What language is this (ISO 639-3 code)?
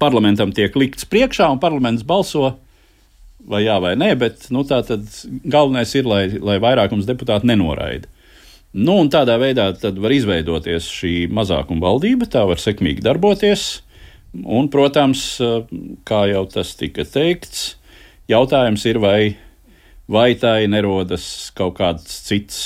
lav